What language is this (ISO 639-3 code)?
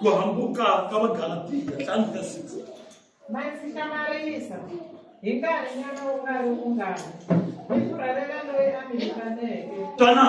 tso